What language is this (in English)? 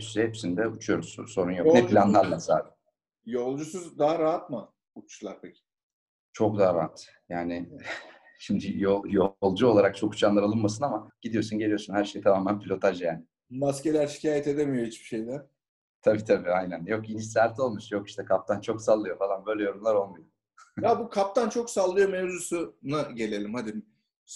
Turkish